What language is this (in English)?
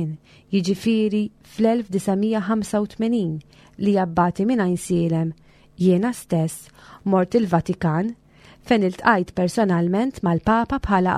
Maltese